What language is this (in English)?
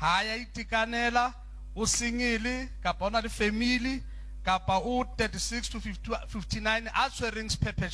Southern Sotho